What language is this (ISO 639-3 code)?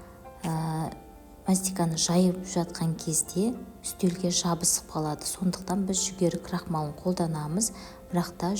kaz